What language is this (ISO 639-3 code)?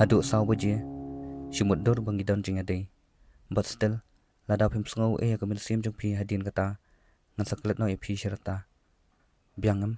kha